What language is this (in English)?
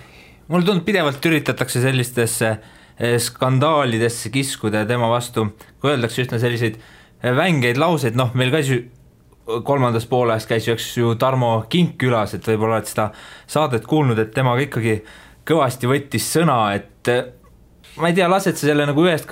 Estonian